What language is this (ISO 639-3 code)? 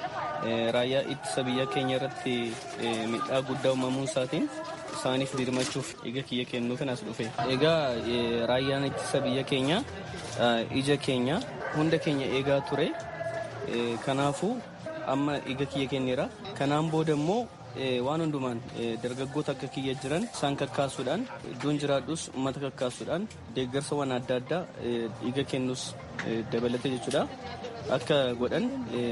orm